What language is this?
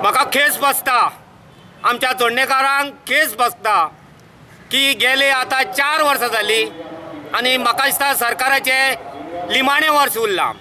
Konkani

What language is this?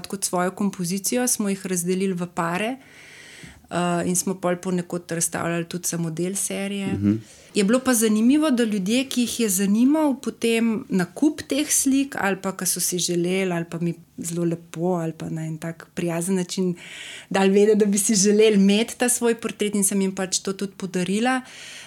Slovenian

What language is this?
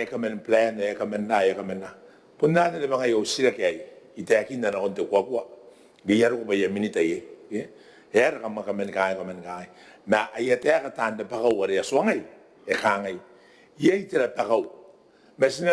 Gilbertese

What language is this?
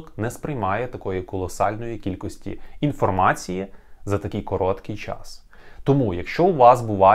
Ukrainian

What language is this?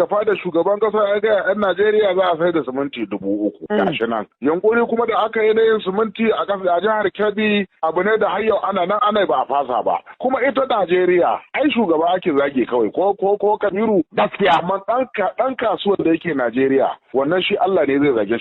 Hausa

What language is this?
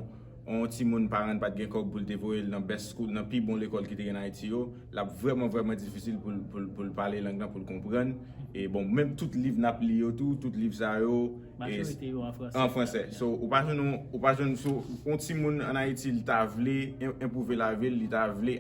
Haitian Creole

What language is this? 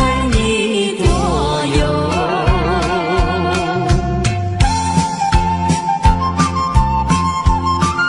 Chinese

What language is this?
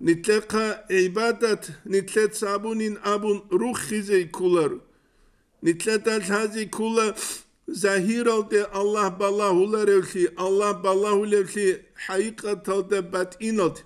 Avaric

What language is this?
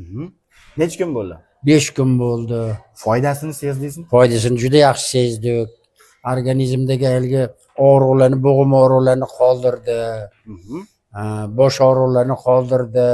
Uzbek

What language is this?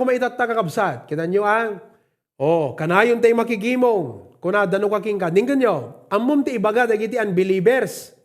Iloko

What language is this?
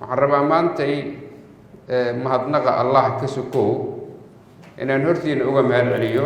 Somali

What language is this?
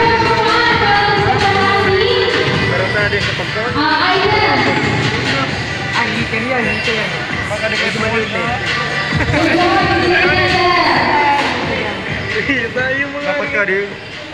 Filipino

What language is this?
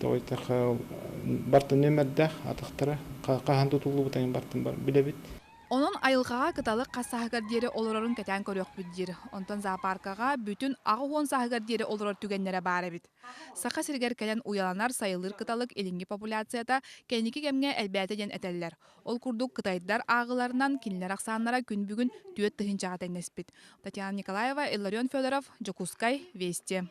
Yakut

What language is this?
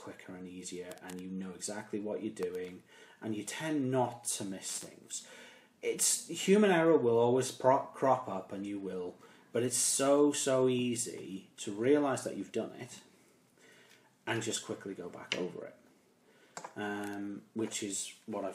English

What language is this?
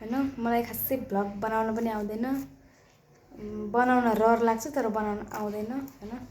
Nepali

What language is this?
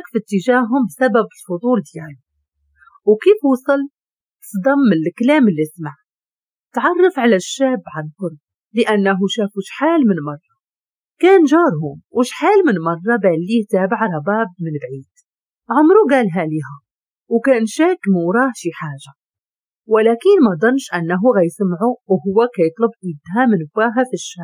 Moroccan Arabic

